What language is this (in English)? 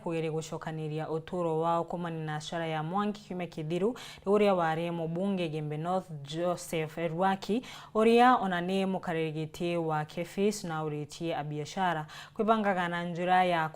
Meru